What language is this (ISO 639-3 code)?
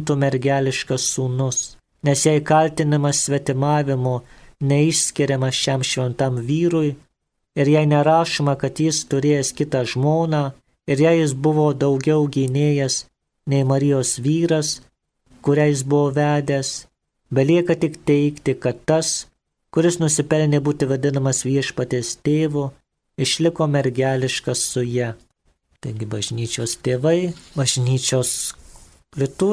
lit